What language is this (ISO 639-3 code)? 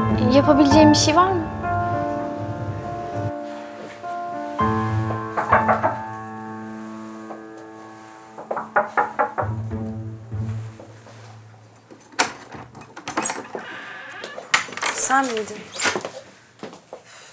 tur